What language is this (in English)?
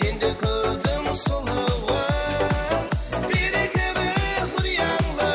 Kara-Kalpak